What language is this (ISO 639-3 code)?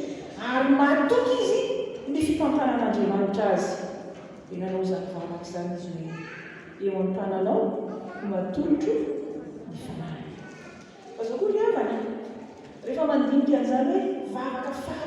mlg